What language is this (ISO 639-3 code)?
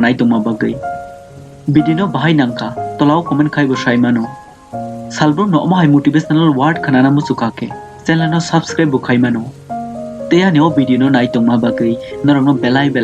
trp